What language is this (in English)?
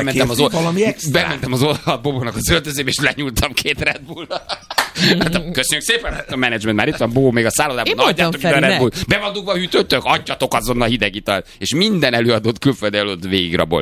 Hungarian